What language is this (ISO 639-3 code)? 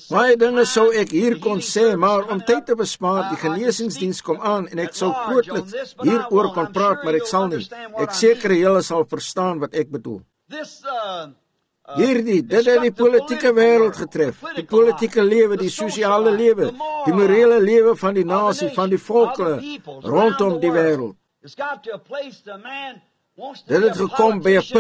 afr